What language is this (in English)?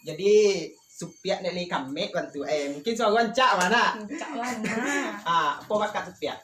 Minangkabau